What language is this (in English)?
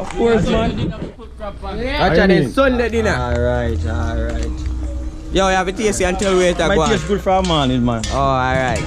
Jamaican Creole English